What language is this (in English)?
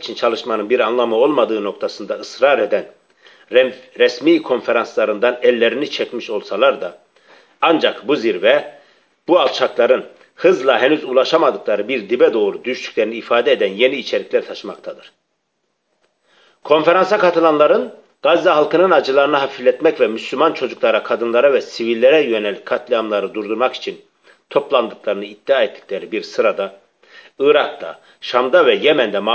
Turkish